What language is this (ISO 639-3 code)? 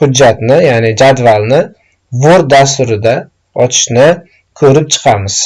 uzb